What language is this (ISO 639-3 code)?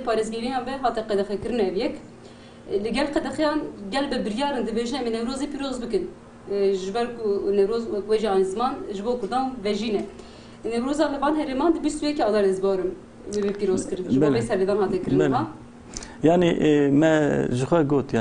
kur